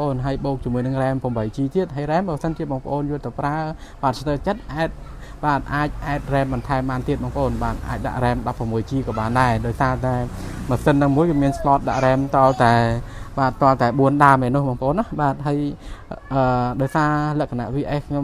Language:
Khmer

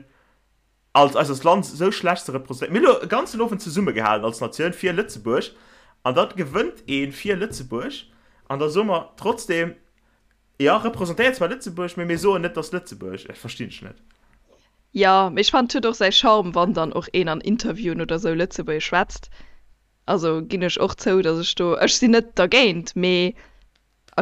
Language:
Luxembourgish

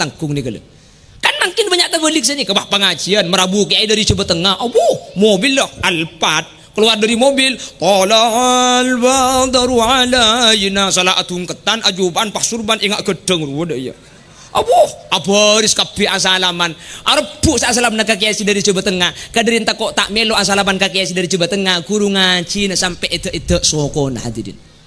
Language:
Madurese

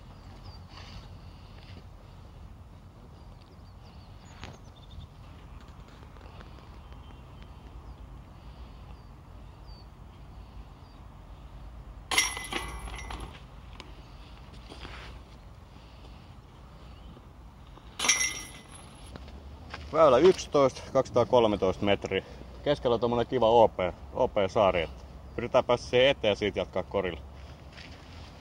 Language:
Finnish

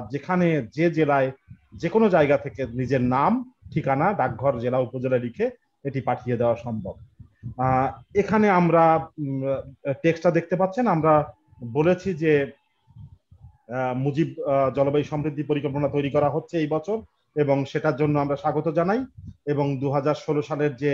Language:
Bangla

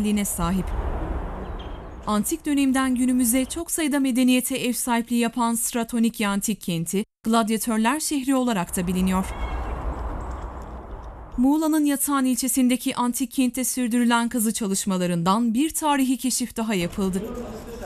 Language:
Turkish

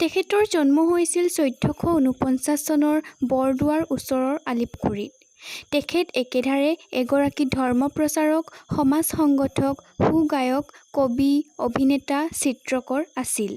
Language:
Assamese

